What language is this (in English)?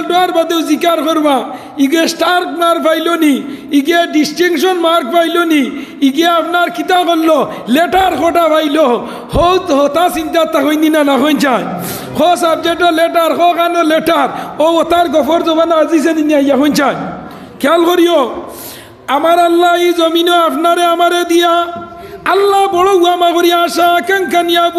Sylheti